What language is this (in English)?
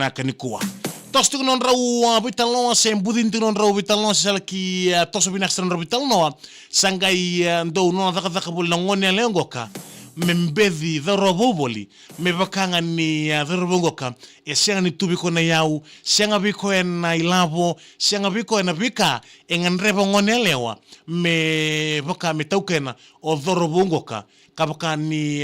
Fijian